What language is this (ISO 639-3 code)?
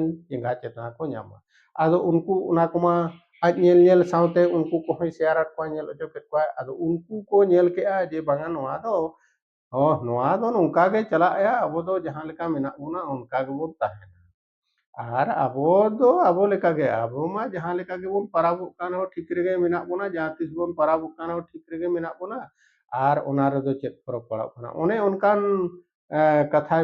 sat